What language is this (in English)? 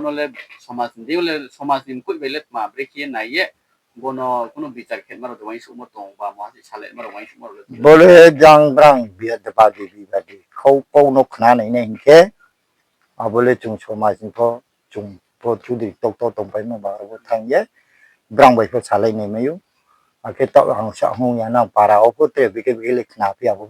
Riang (India)